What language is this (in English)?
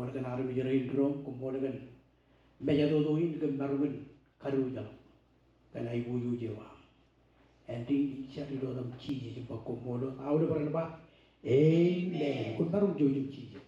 Marshallese